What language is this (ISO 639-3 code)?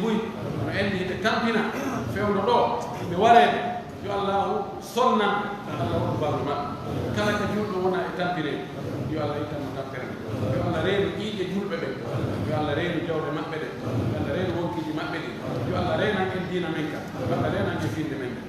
fuf